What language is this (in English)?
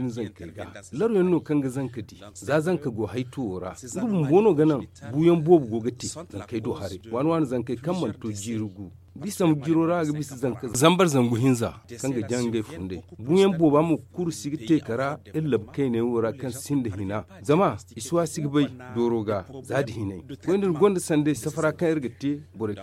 Zarma